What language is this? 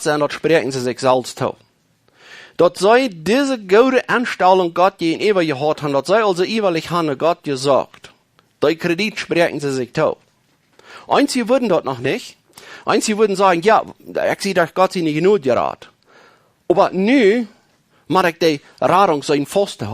Plautdietsch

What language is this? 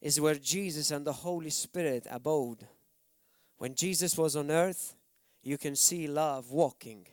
English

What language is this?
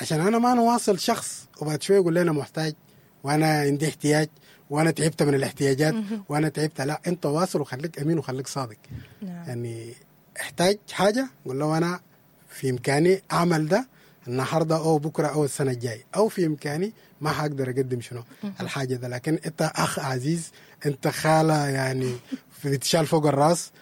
Sudanese Arabic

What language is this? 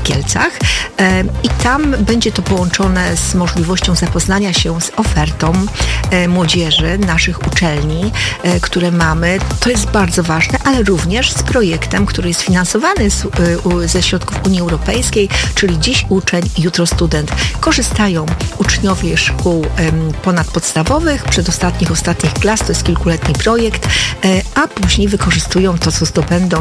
Polish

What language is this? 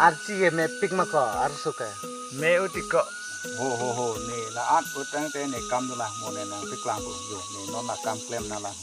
Karbi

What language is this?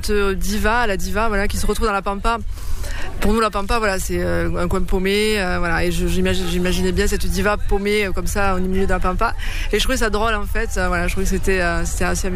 French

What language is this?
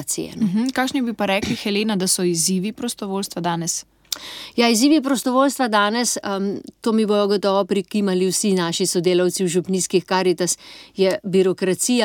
Slovenian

